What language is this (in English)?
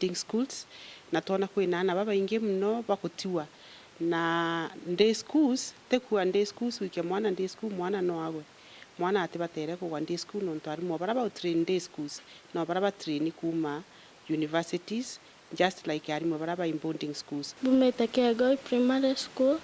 Meru